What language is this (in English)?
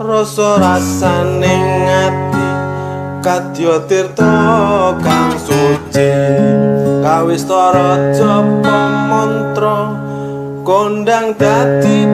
Javanese